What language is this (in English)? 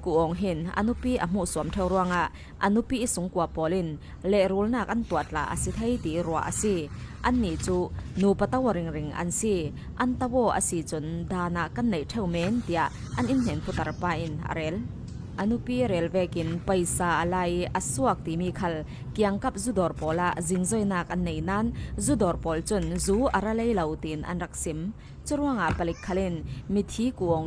Falam Chin